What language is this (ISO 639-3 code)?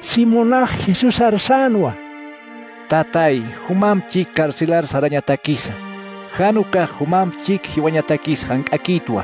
aym